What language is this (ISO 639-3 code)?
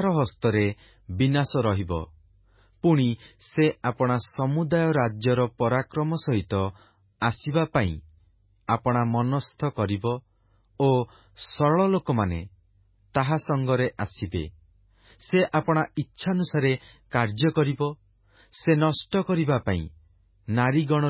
ori